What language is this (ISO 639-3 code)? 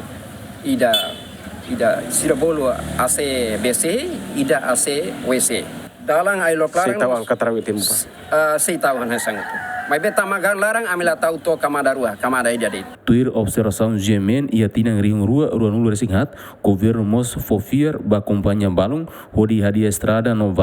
tet